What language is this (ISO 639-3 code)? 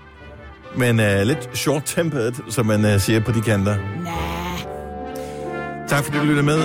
dan